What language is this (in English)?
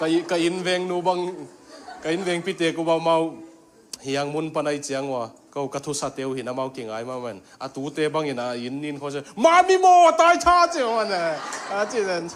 Tedim Chin